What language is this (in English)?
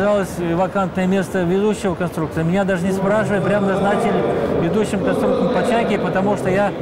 Russian